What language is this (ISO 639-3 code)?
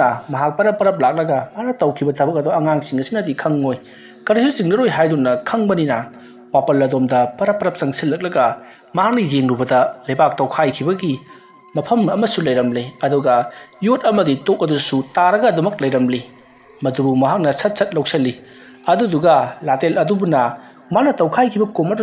mni